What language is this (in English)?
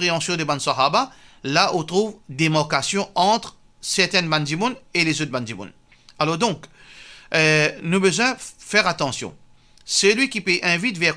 Morisyen